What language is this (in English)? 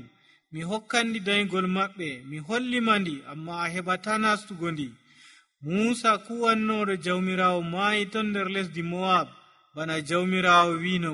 Nigerian Fulfulde